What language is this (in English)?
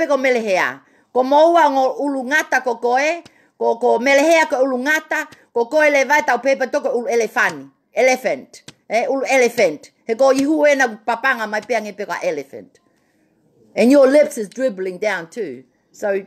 Tongan